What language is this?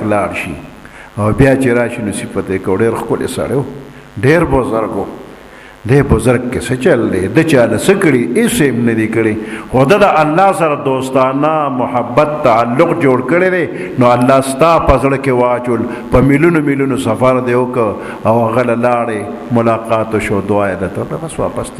Pashto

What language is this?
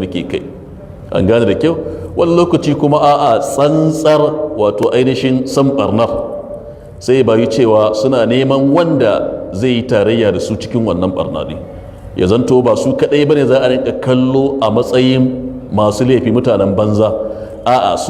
Hausa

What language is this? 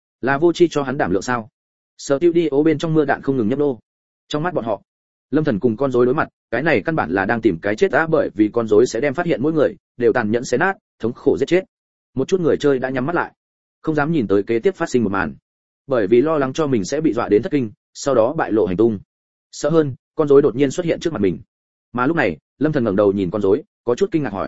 Vietnamese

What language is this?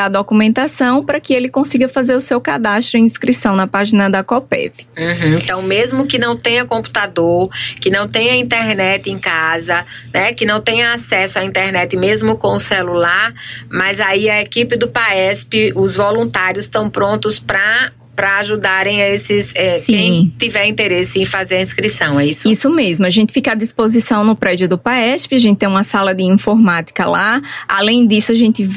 Portuguese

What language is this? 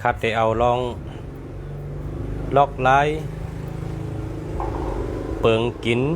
Shan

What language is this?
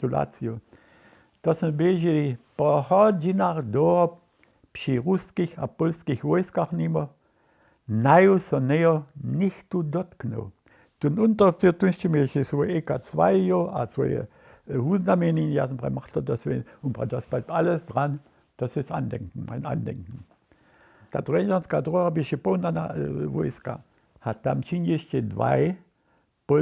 Upper Sorbian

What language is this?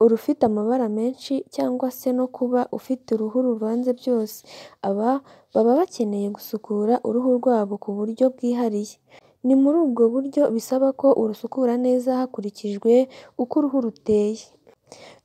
Kinyarwanda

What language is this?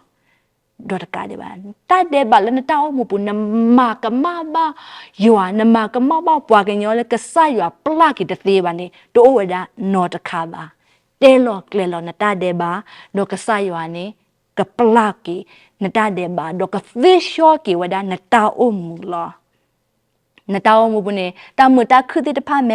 S'gaw Karen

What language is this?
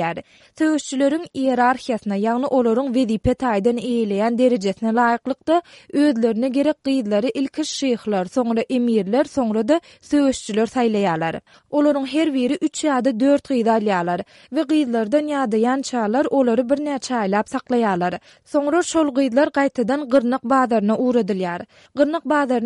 Turkmen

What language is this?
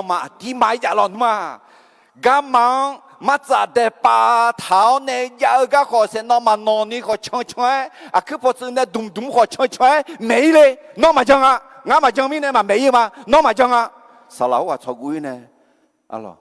Akha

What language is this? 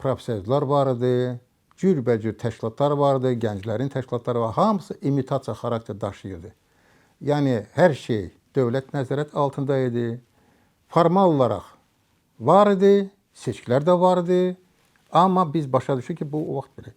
Azerbaijani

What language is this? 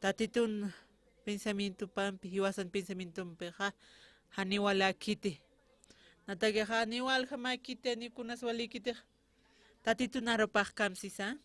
Aymara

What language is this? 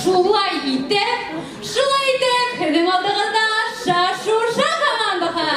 Bashkir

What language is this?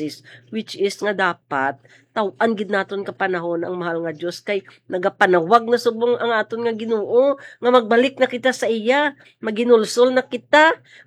Hiligaynon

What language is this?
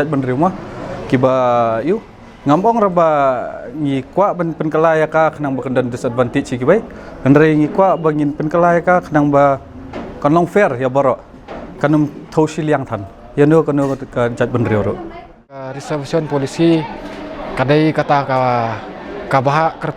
Khasi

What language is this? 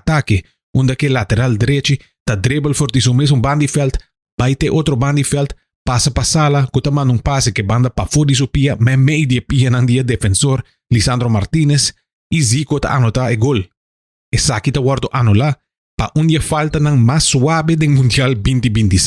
Papiamento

